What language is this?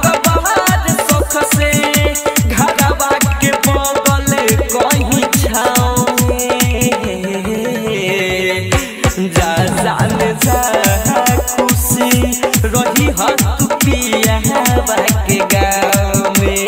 Bhojpuri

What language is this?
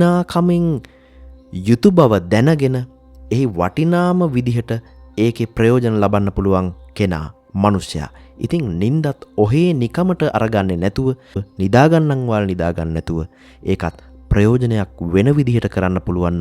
Sinhala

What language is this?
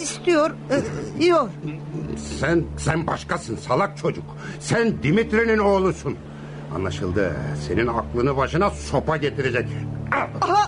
Turkish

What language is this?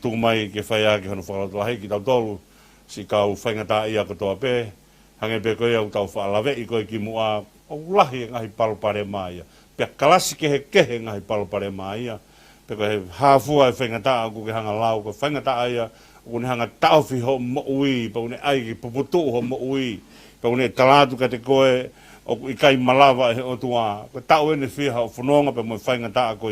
Tongan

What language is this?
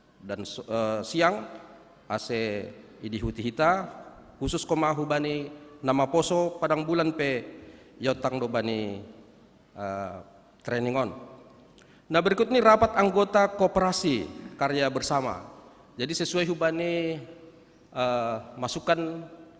Batak Simalungun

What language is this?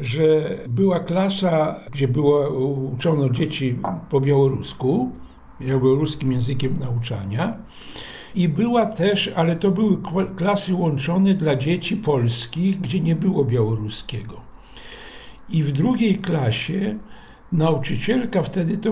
Polish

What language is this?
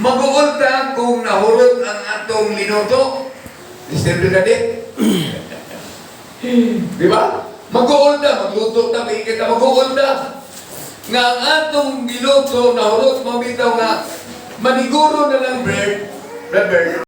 Cebuano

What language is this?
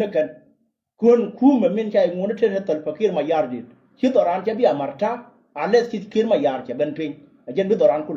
Nuer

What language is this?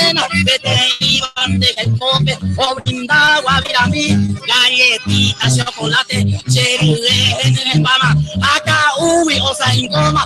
Guarani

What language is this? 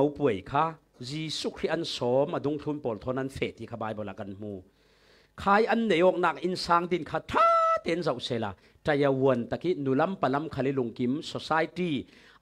Falam Chin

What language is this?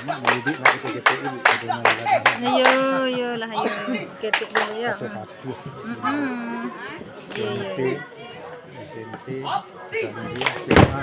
Minangkabau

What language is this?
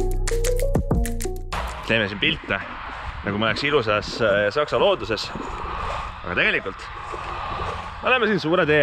Estonian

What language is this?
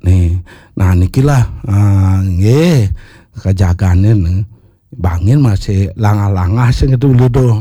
Balinese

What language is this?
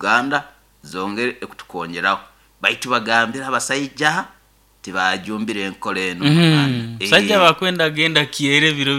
Nyoro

